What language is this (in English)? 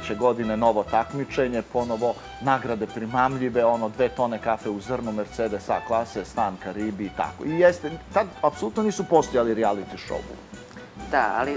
Serbian